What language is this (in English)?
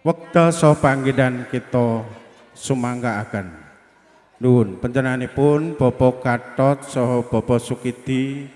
Javanese